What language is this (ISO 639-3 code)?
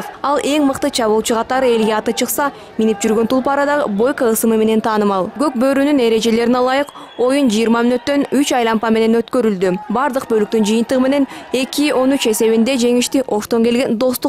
kir